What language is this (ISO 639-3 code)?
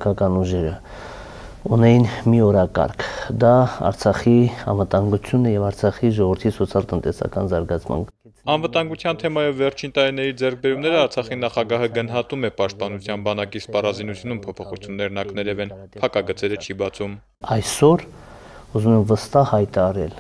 hye